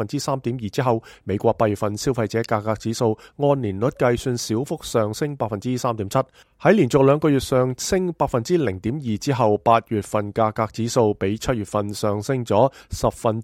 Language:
Cantonese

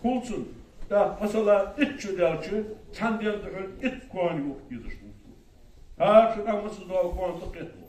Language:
Ingush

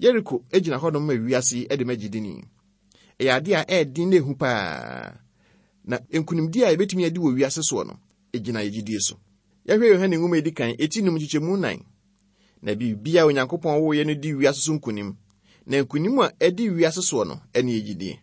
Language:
Akan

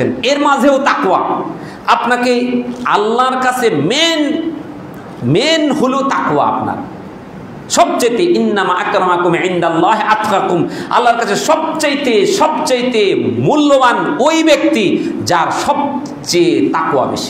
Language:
Bangla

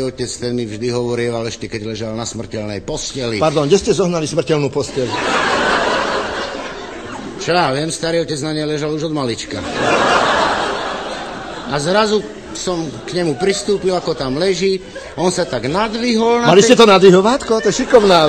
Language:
Slovak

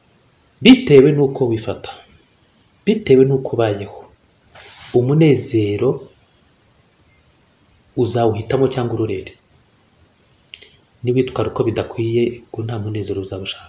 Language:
Kinyarwanda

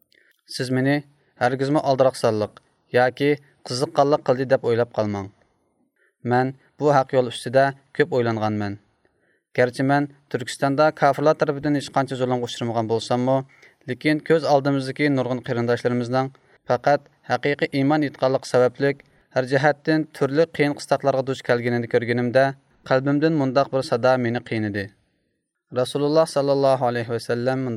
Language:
Uyghur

